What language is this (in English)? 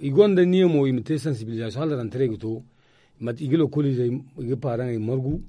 Zarma